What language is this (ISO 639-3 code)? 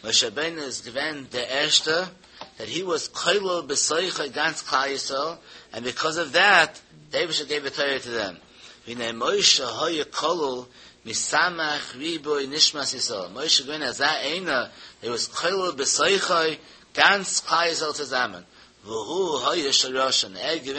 yid